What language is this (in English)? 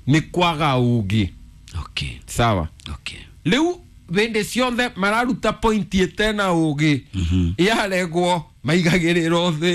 Kikuyu